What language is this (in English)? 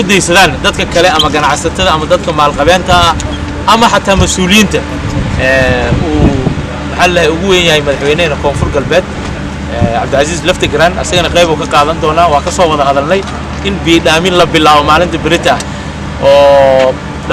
Somali